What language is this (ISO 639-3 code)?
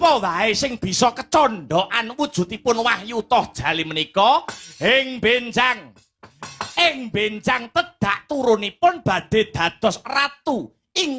jav